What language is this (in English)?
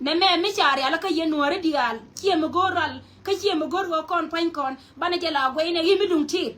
Nuer